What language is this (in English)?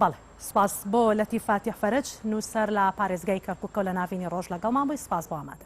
Central Kurdish